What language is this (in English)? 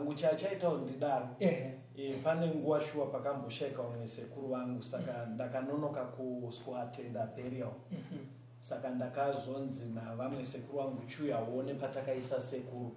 Shona